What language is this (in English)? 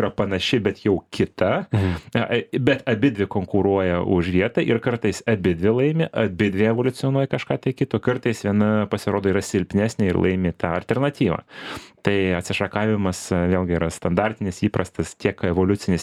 Lithuanian